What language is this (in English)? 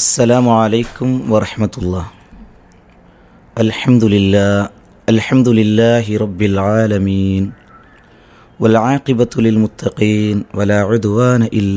Malayalam